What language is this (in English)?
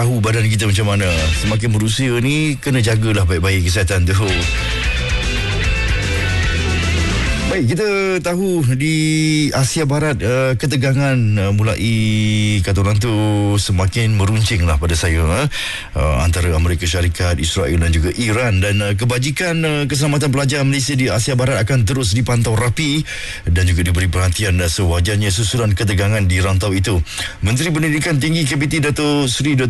Malay